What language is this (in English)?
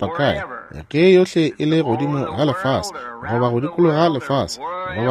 Northern Sotho